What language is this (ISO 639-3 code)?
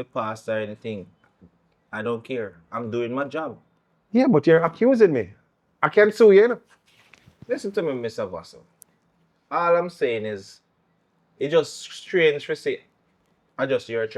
jam